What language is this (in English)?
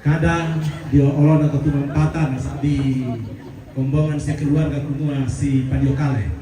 Toraja-Sa'dan